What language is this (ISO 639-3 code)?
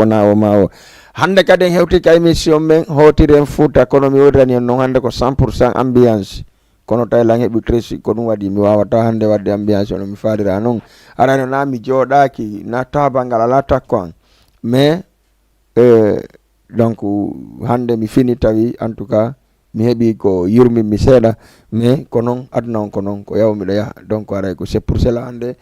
ful